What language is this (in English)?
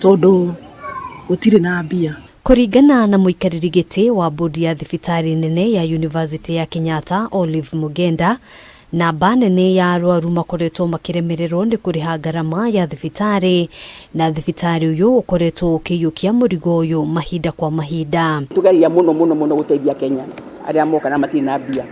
Kikuyu